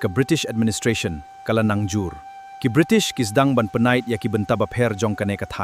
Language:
Khasi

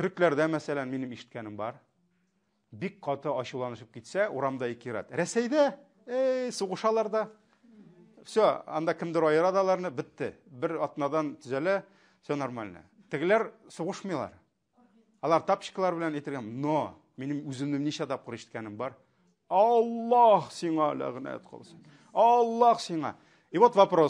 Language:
Tatar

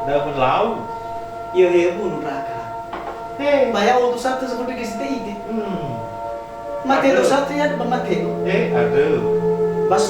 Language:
Nias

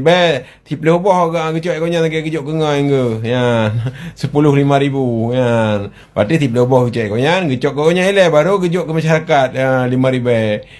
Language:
Achinese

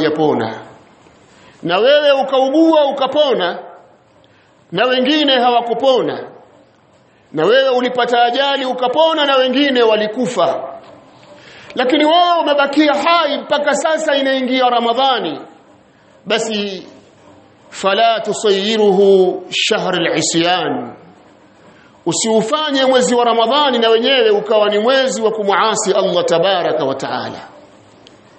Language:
Swahili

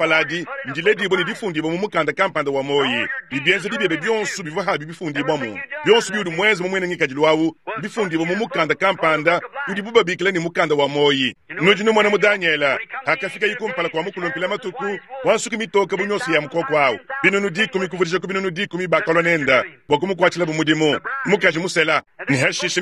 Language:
Luba-Lulua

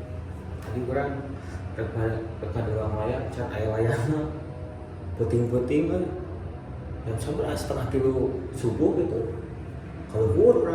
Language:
Sundanese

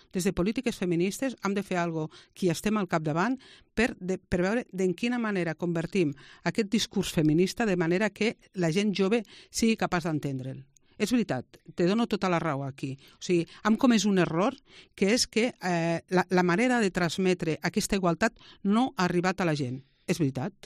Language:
Catalan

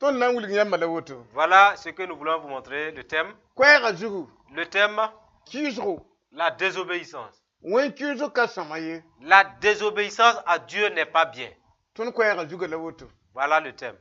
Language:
Mossi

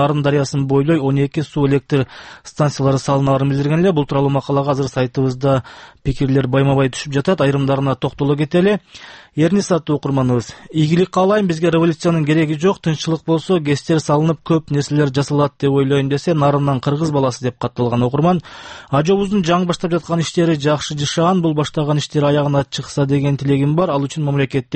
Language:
Kyrgyz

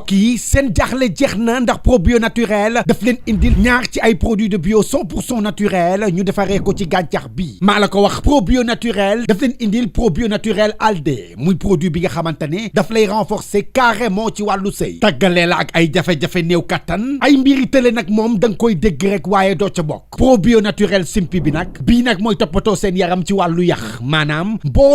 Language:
Wolof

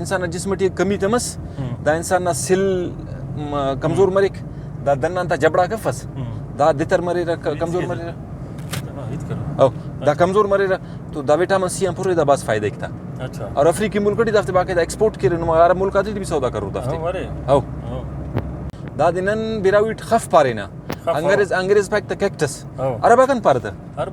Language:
Brahui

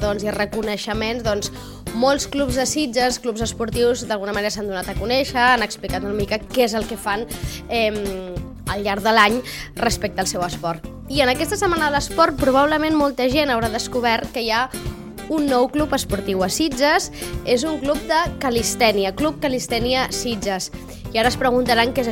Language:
Catalan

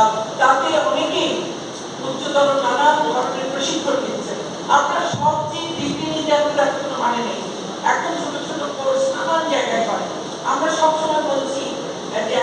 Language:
Bangla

